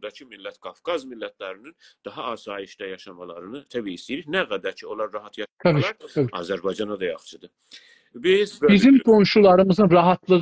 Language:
South Azerbaijani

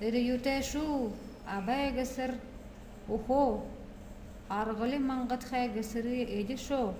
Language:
Buriat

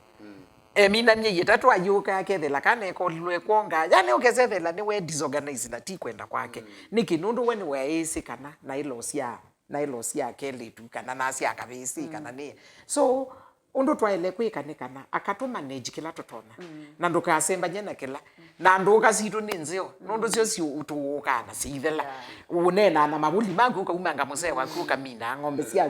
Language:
Kamba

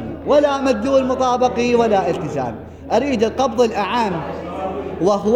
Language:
Mesopotamian Arabic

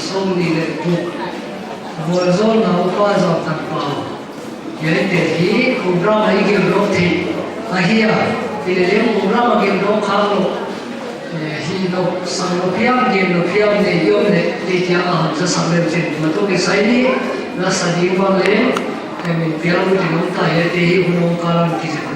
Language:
Paite Chin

